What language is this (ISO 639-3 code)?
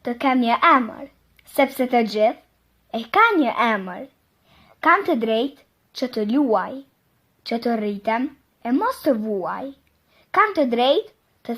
sqi